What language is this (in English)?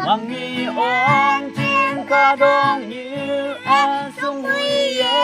Naga Pidgin